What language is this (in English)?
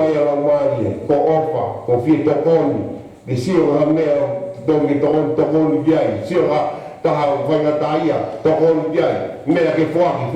Tongan